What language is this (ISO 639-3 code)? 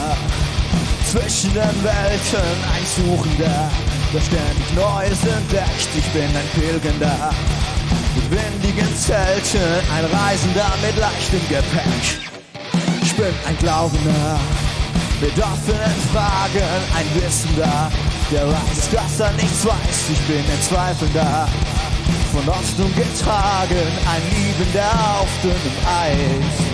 gsw